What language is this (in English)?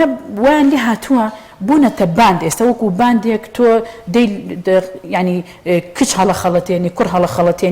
Central Kurdish